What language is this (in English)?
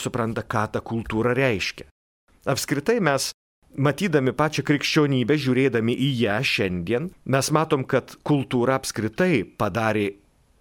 Lithuanian